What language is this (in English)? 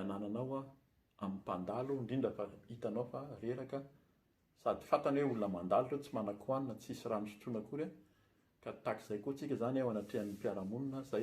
Malagasy